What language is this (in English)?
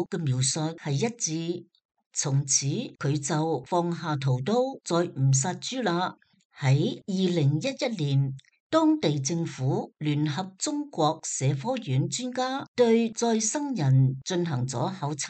Cantonese